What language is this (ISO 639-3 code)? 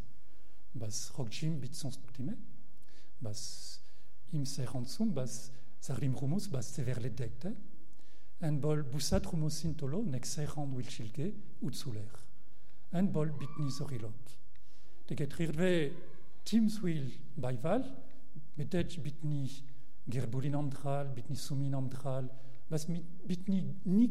mon